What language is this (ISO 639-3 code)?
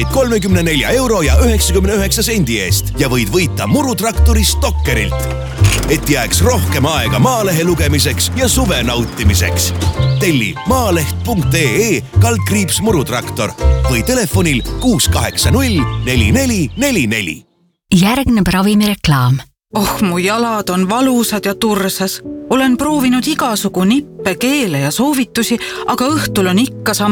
est